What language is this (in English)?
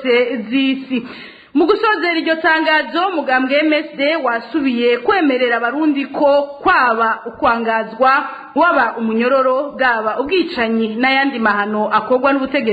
Rundi